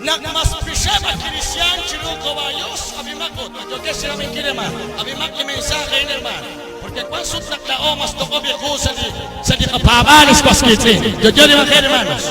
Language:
Kekchí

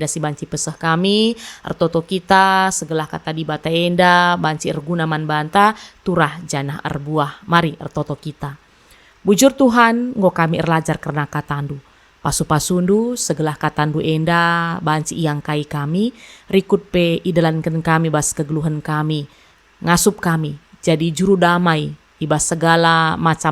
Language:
Batak Karo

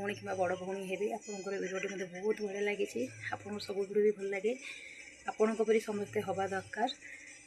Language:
Odia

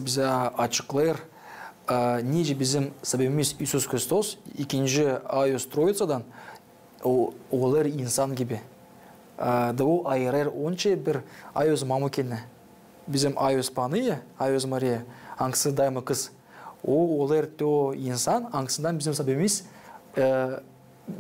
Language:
Gagauz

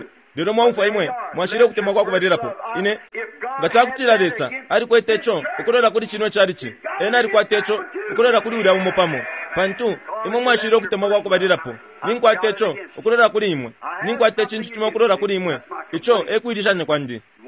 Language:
Bemba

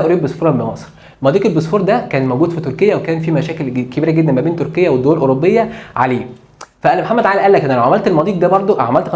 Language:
Egyptian Arabic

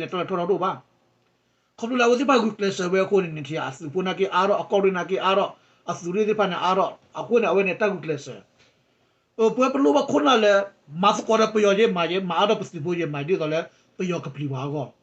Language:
S'gaw Karen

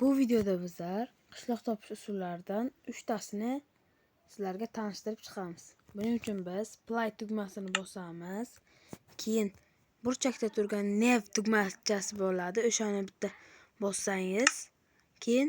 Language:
Uzbek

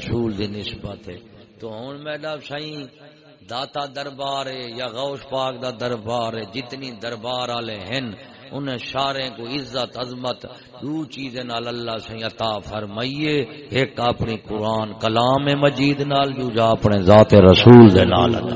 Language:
Saraiki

